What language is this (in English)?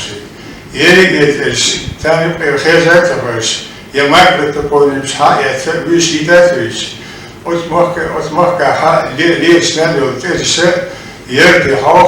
Chechen